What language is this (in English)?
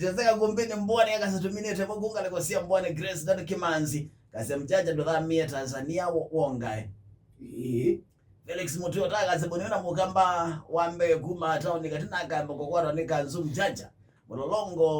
Kamba